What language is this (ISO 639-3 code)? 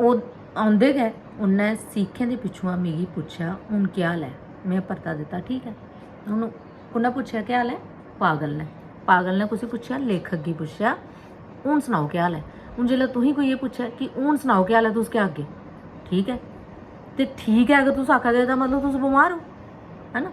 doi